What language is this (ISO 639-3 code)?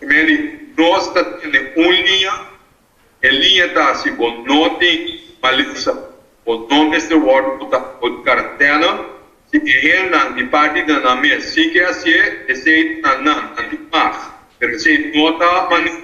pap